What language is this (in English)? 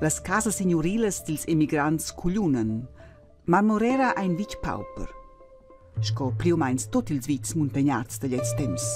Romansh